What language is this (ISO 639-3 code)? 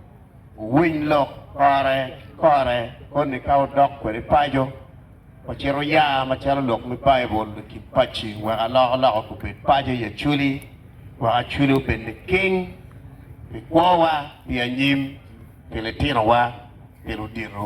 ach